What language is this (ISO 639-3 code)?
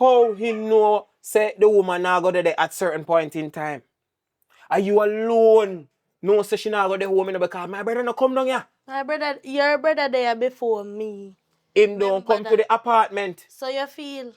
jam